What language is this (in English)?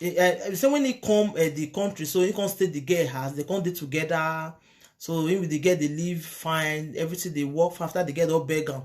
Nigerian Pidgin